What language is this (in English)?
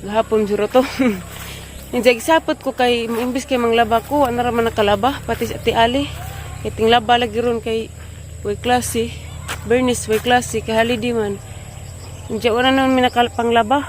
Cebuano